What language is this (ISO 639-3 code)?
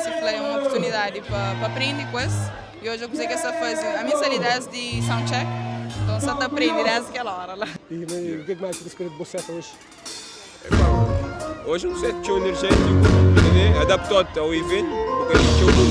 kea